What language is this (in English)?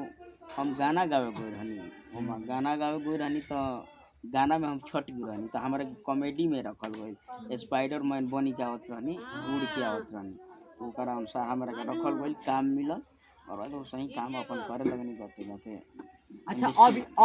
Bhojpuri